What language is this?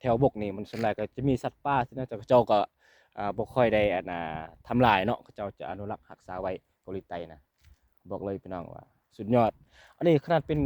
Lao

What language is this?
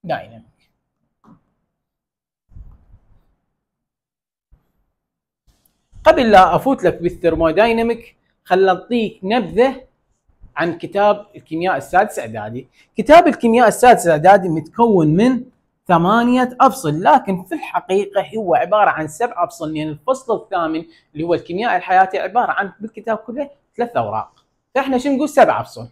Mesopotamian Arabic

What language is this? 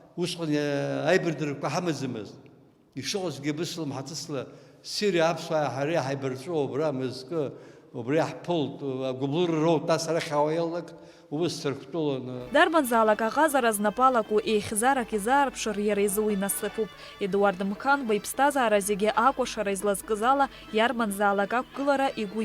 Abkhazian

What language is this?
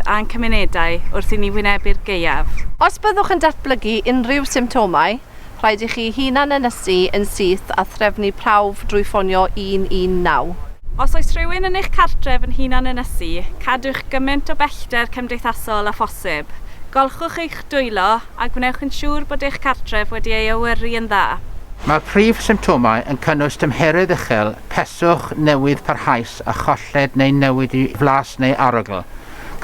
Welsh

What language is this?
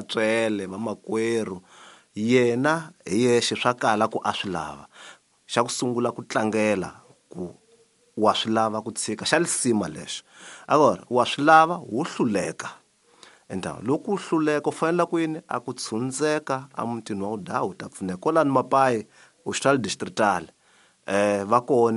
Tsonga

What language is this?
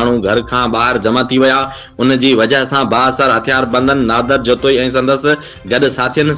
Sindhi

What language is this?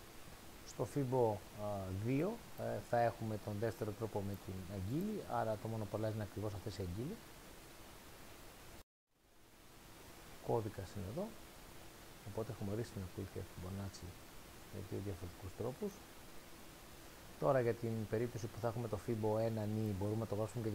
Greek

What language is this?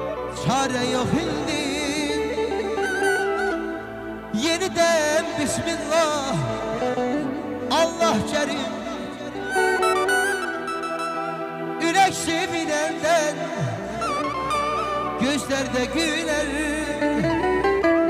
Azerbaijani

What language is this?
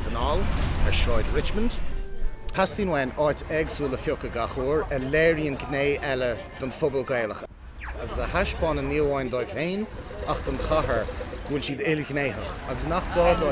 Irish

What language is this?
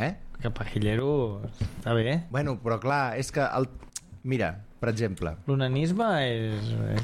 Catalan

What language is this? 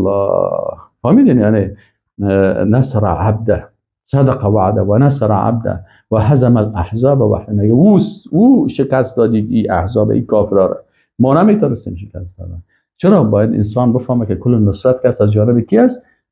Persian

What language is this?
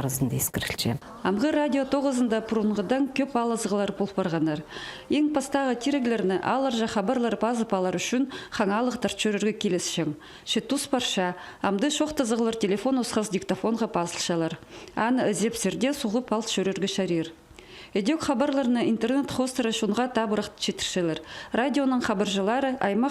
Khakas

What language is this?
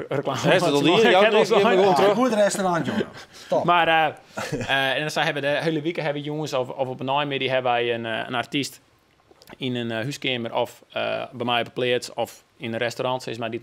Western Frisian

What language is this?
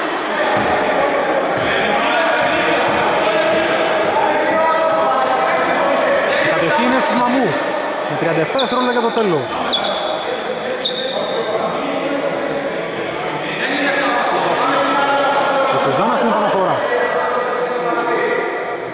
Greek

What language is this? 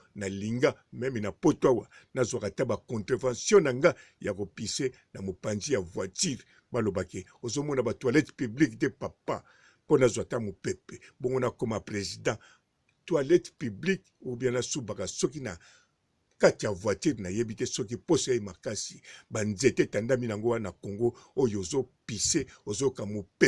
Lingala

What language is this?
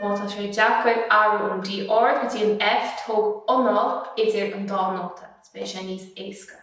Irish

